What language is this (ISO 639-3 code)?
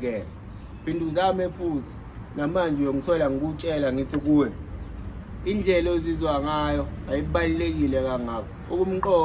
zul